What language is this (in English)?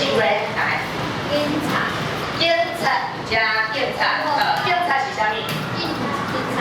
Min Nan Chinese